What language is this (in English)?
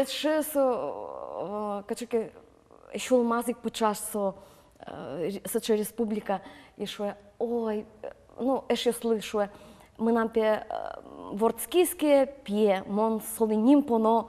Udmurt